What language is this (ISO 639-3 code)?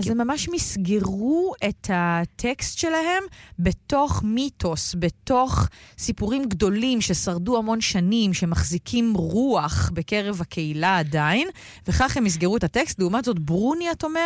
heb